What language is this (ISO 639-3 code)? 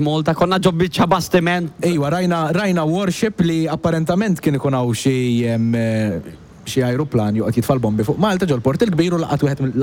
mlt